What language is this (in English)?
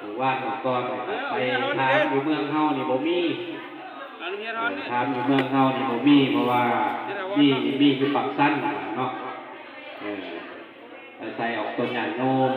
Lao